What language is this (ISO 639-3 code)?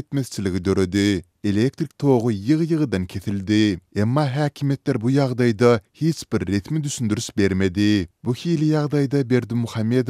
tuk